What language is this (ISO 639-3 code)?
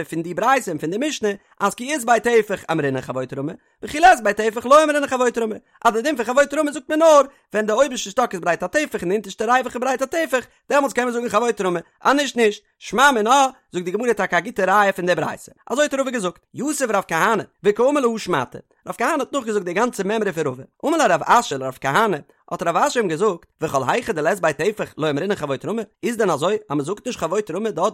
yid